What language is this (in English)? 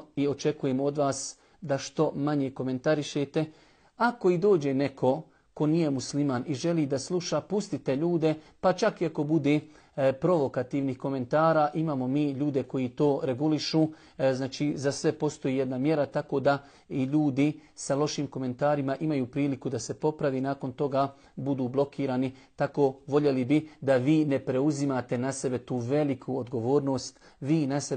Bosnian